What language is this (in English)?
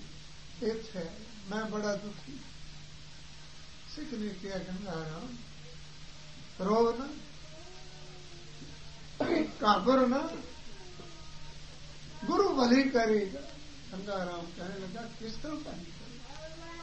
Punjabi